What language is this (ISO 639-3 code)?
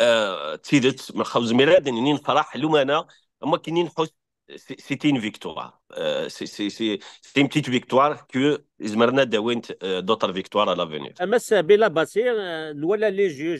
kab